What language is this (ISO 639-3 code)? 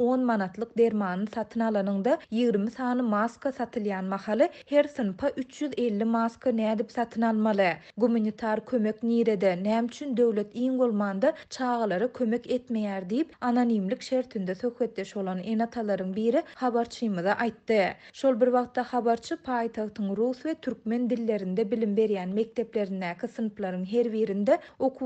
tuk